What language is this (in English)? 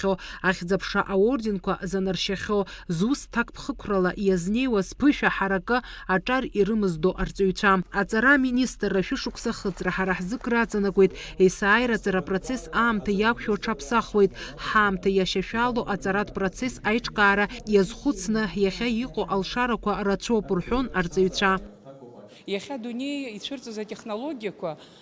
Abkhazian